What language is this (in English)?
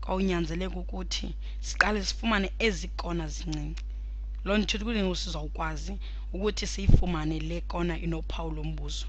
Xhosa